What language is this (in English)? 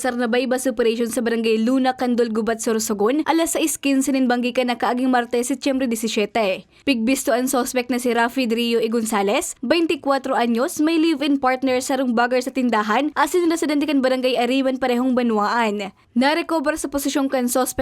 Bikol